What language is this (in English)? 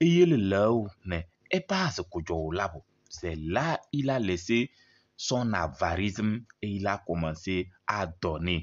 Kabiyè